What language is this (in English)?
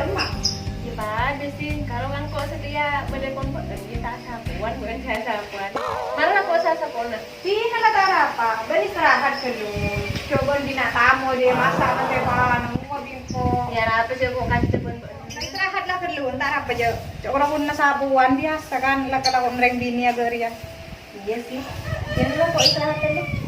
Madurese